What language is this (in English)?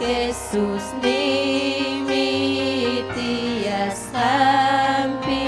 Ayacucho Quechua